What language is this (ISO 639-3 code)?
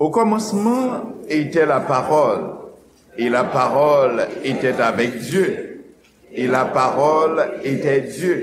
hat